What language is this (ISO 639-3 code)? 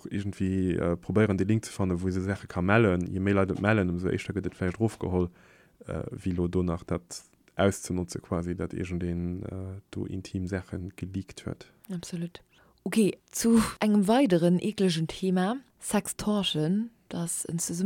ltz